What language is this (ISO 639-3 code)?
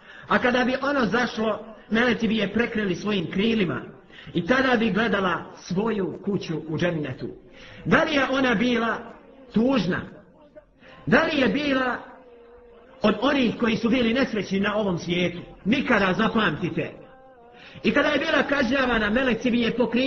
bos